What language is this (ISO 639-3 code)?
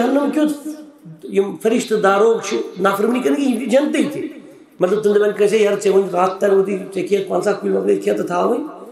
kas